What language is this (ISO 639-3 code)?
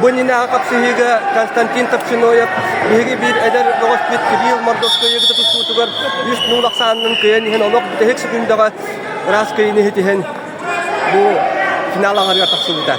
sah